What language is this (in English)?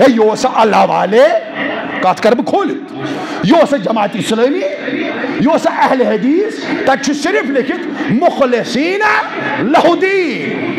Kashmiri